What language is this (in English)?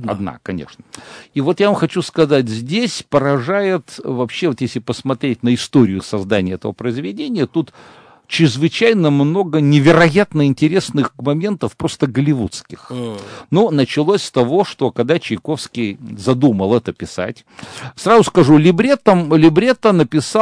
Russian